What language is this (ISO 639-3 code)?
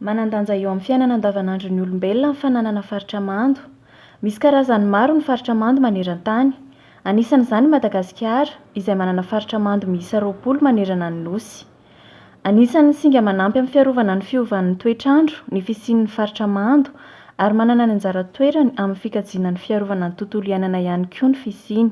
mlg